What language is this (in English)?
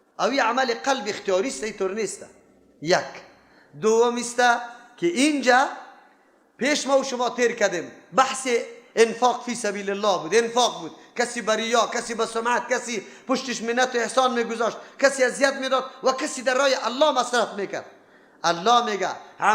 Persian